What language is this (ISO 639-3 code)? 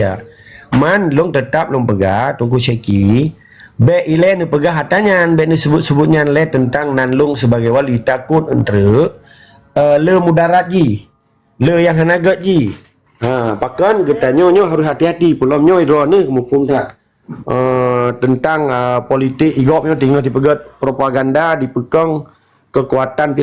ace